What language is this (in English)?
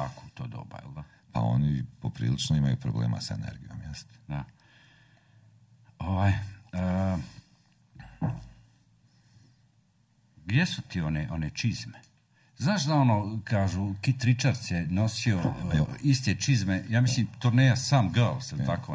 Croatian